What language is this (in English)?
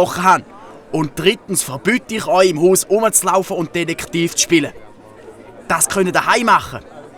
Swiss German